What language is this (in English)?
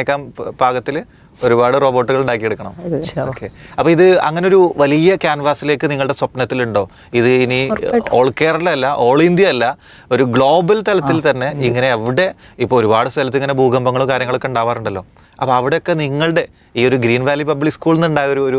Malayalam